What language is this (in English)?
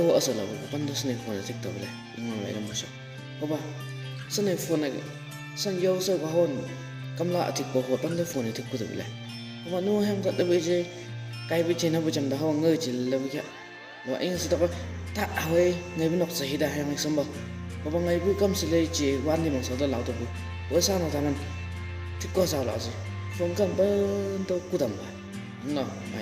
Chang Naga